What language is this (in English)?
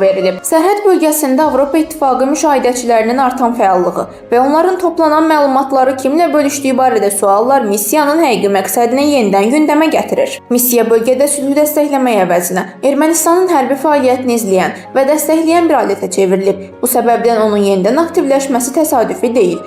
Azerbaijani